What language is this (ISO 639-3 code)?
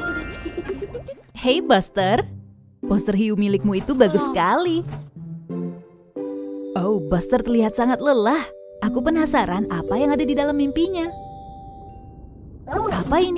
ind